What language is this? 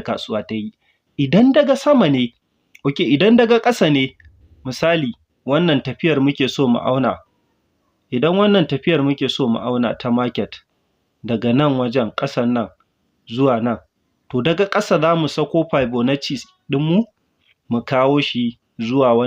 Hausa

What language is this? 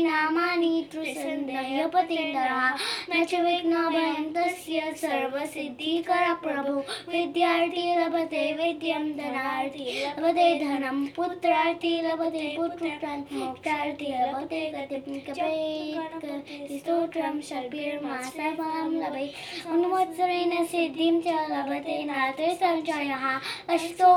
Sanskrit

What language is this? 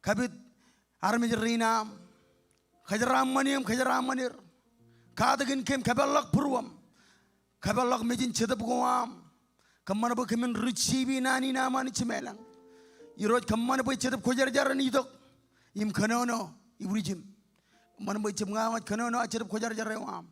Marshallese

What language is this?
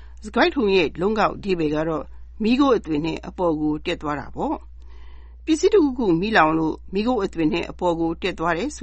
Burmese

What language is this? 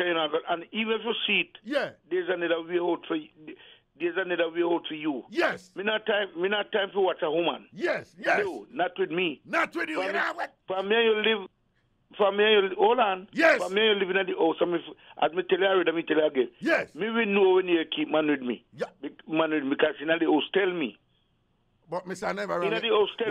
Jamaican Creole English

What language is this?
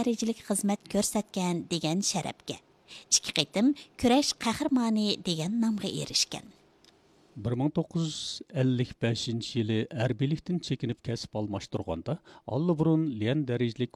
Uyghur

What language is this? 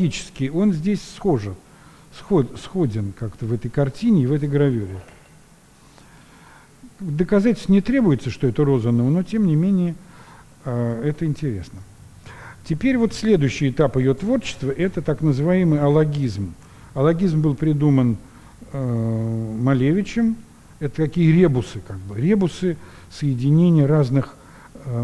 Russian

